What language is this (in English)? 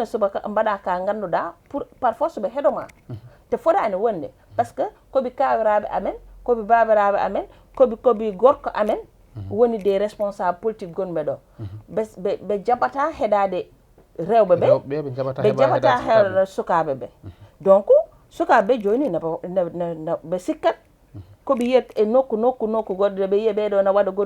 Fula